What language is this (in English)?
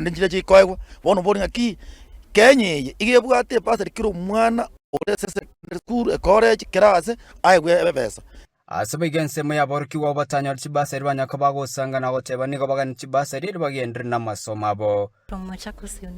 Gusii